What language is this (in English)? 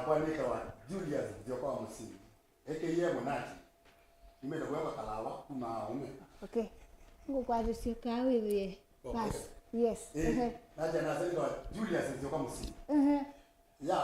Kamba